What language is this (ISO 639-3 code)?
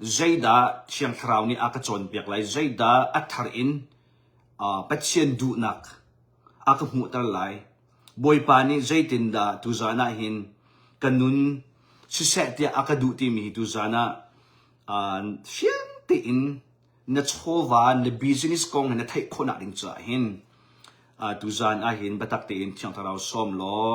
cnh